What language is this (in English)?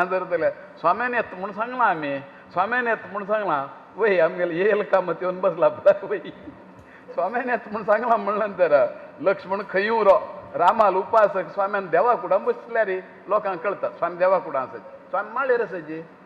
Konkani